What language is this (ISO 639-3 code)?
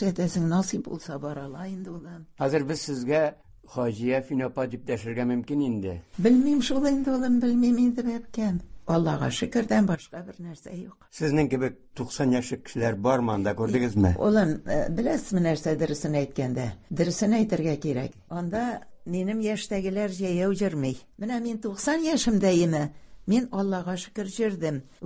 tat